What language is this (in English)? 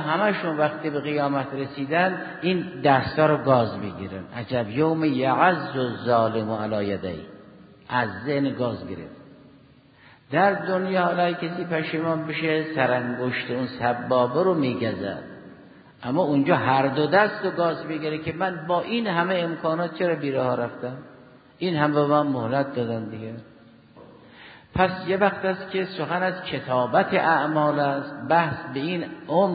Persian